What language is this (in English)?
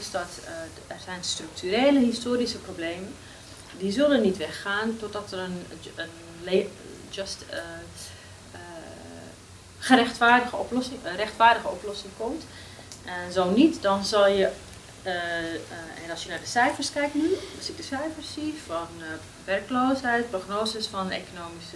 Dutch